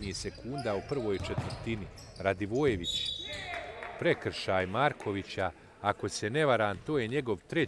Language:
Bosnian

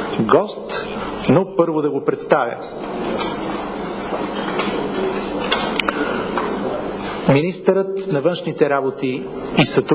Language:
Bulgarian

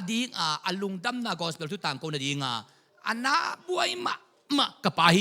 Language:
Tedim Chin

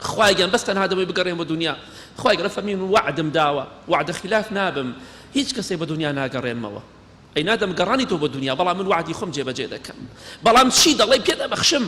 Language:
Central Kurdish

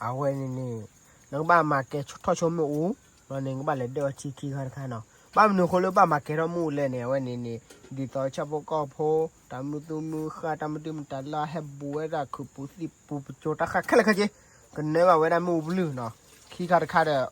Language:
S'gaw Karen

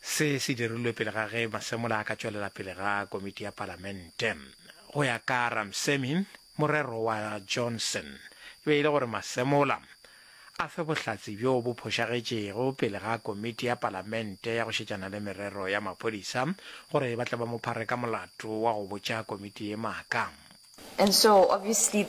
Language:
Northern Sotho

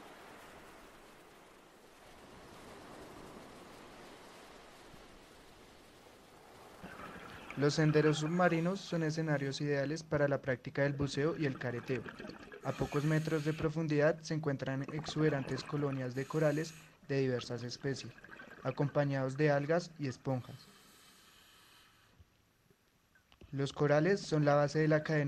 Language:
Spanish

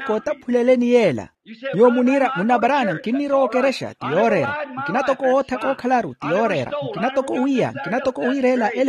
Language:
Makhuwa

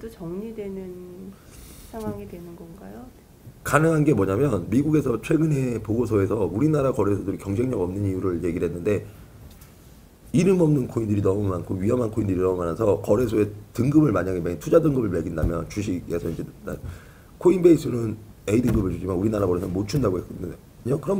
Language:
Korean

